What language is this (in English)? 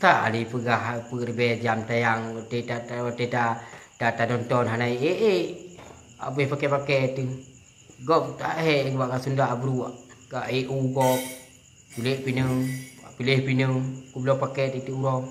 Achinese